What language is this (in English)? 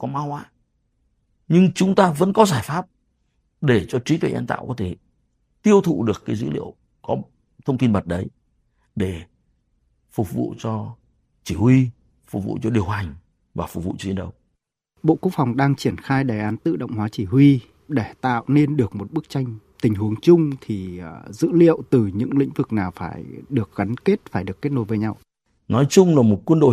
Vietnamese